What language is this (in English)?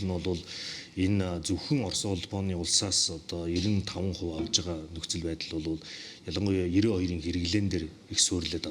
Mongolian